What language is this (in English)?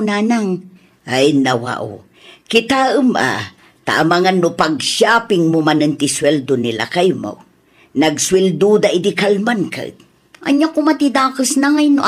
Iloko